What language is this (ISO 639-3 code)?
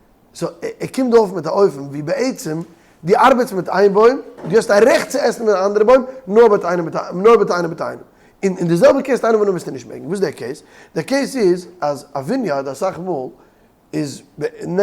yid